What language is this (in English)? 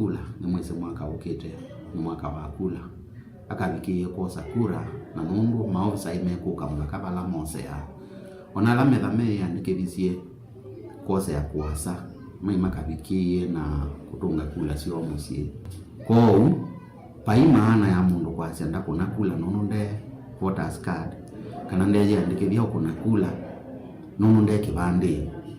Kamba